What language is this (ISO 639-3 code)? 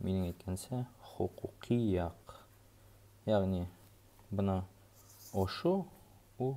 bak